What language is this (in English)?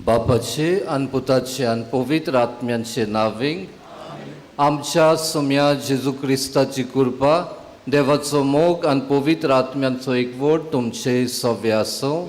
Konkani